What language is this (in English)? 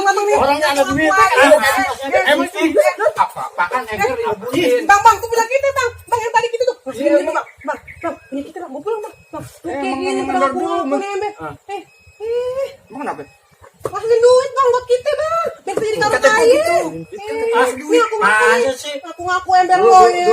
Betawi